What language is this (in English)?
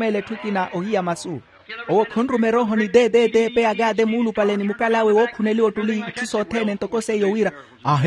Makhuwa